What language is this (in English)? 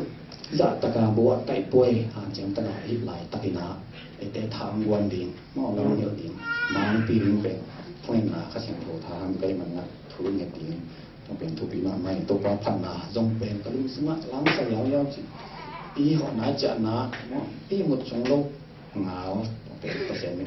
Tedim Chin